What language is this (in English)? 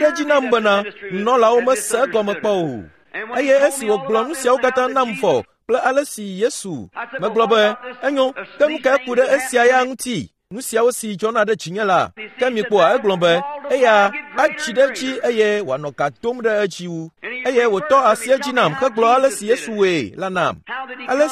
Ewe